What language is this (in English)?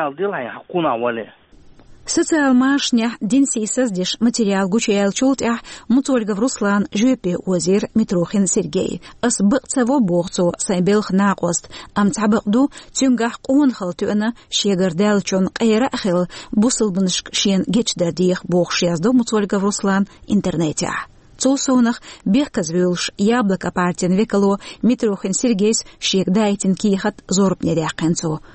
Chechen